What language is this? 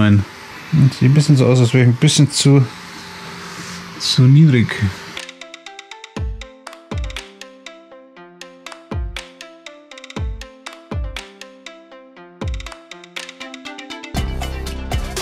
German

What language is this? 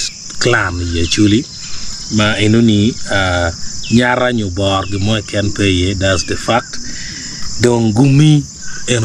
Acoli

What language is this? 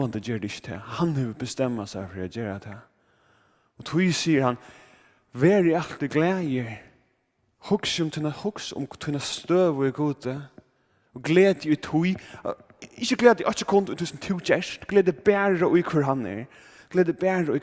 Faroese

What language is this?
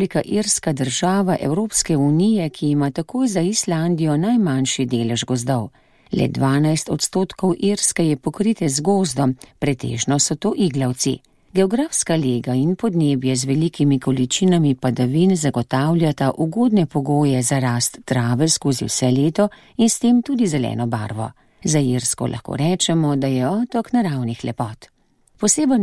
Slovenian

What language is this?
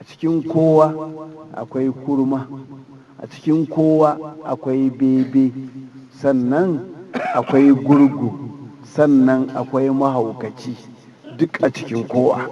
Hausa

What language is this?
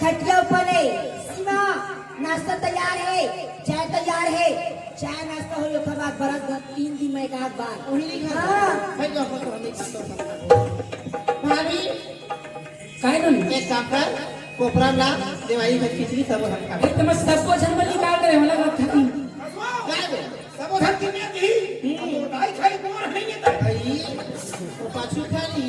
Chhattisgarhi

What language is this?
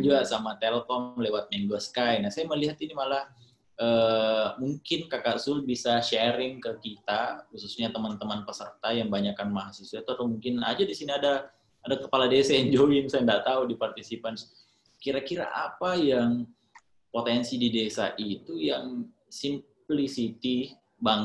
Indonesian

